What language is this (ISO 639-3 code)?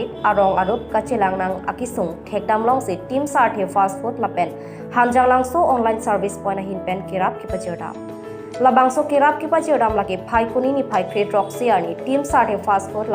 mjw